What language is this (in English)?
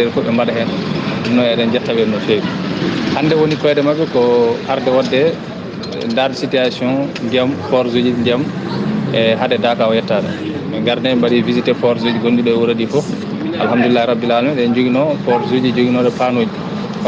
Fula